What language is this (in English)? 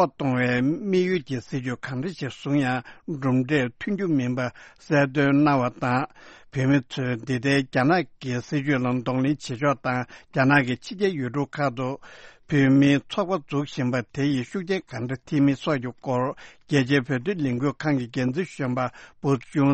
Tibetan